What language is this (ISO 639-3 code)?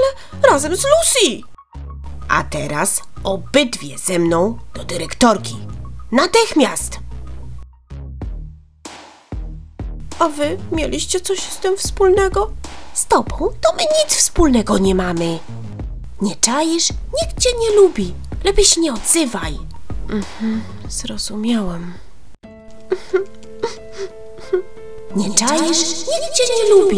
pol